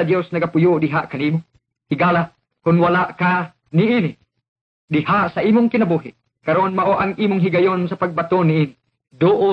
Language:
Cebuano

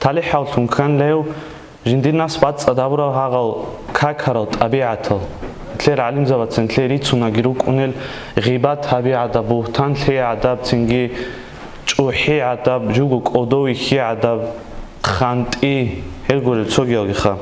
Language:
Avaric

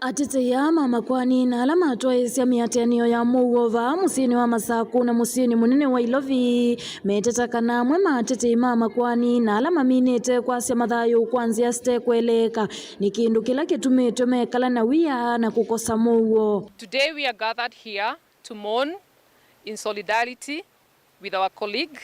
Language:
Kamba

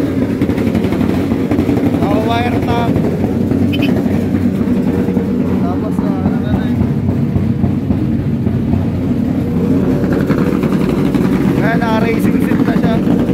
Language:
Filipino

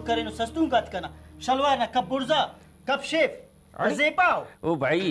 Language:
Brahui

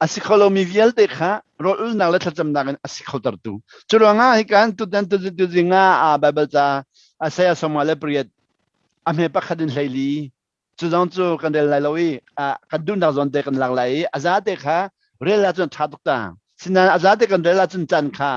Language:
Hakha Chin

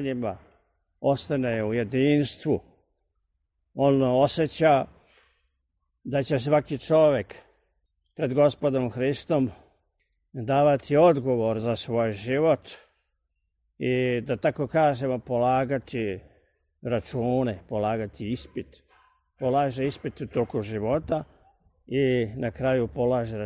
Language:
Serbian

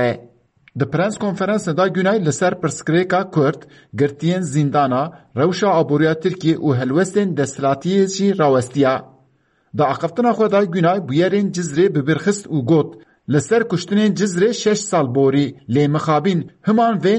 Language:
Kurdish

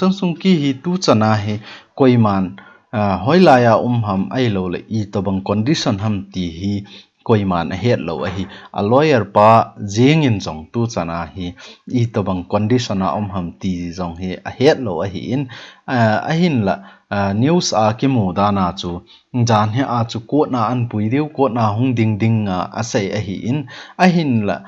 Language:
Thado Chin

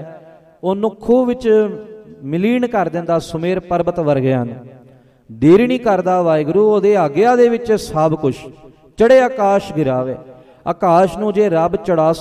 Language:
Punjabi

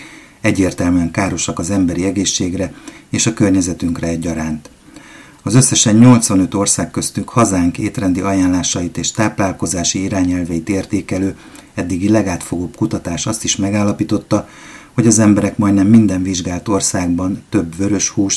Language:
Hungarian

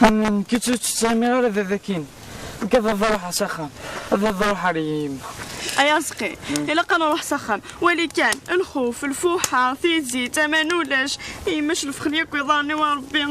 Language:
Kabyle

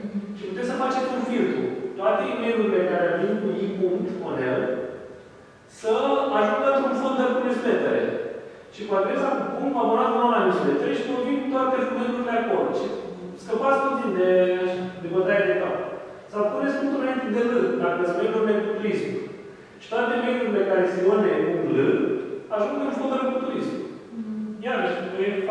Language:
Romanian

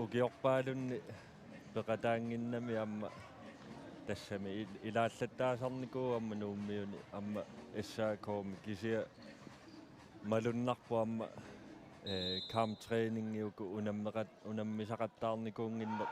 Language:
Kalaallisut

